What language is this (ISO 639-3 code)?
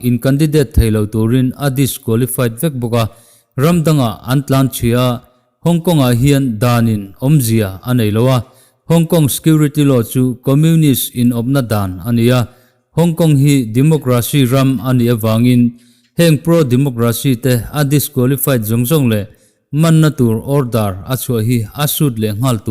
lus